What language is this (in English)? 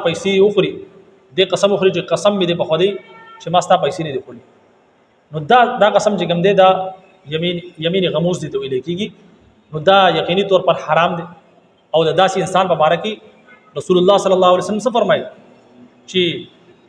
Pashto